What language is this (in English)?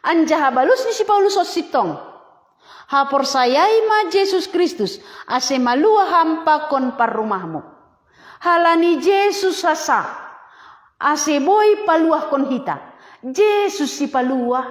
Batak Simalungun